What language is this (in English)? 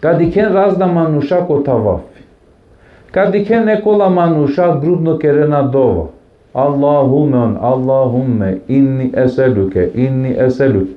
Balkan Romani